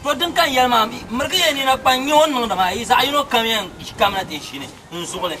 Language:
Dagbani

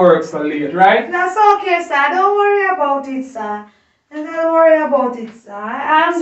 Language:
Jamaican Creole English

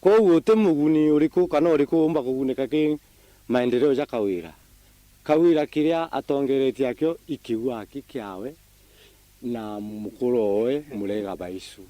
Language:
Meru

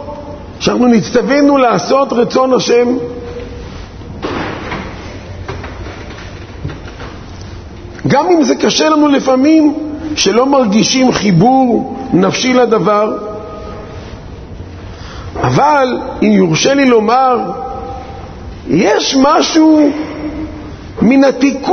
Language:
Hebrew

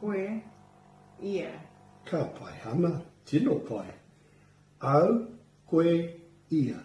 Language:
Māori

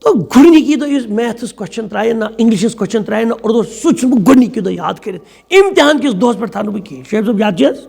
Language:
Kashmiri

